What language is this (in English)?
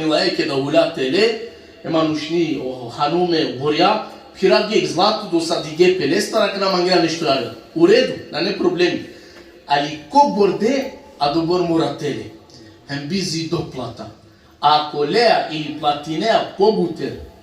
Balkan Romani